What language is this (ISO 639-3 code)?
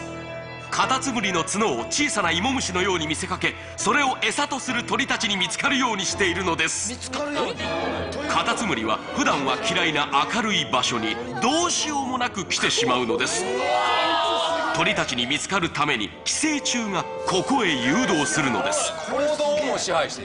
jpn